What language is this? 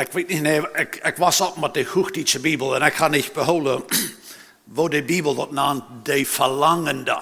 Plautdietsch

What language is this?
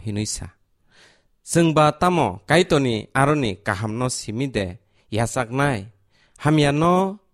Kok Borok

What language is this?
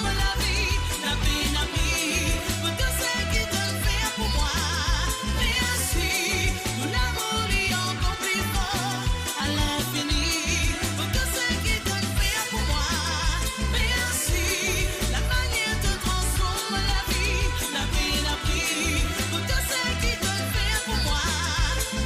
Morisyen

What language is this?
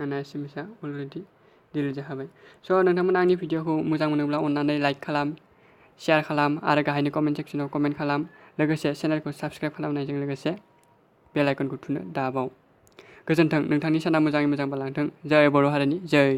Bodo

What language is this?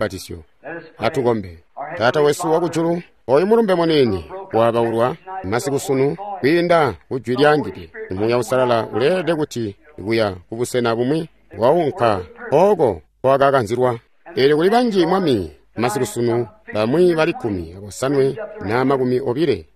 Tonga (Zambia)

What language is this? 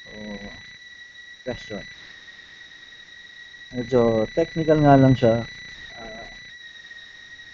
Filipino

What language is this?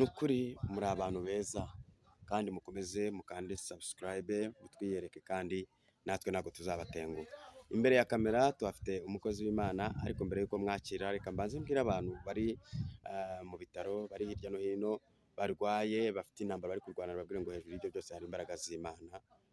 Kinyarwanda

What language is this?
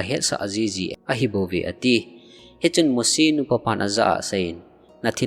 Thado Chin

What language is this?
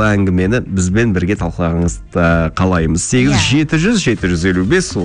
Kazakh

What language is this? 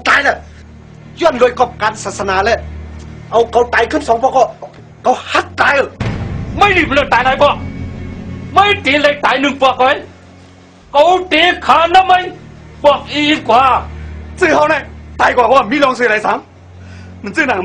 Shan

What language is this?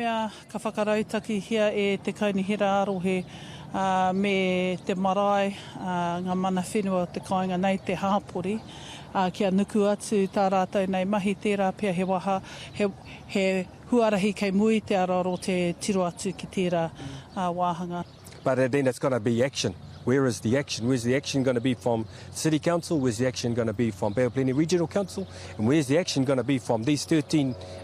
Māori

